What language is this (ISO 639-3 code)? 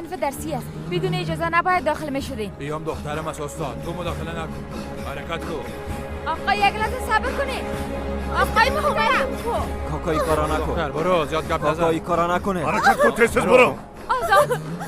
fas